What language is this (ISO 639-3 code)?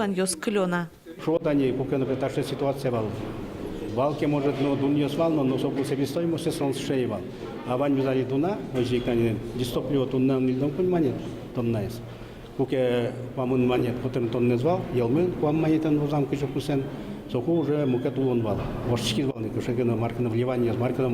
udm